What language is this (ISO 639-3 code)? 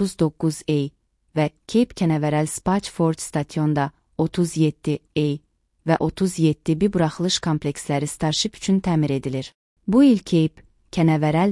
aze